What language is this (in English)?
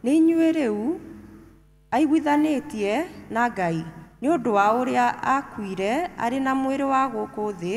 Kikuyu